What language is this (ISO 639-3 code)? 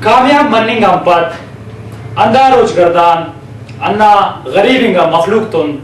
brh